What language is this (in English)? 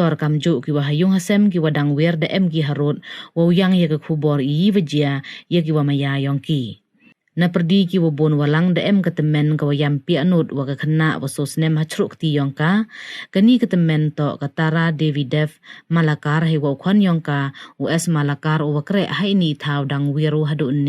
Pnar